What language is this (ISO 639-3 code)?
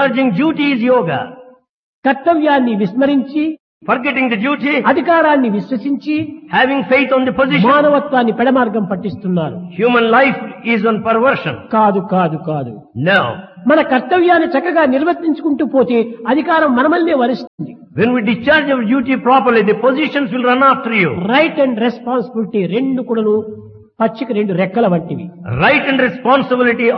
tel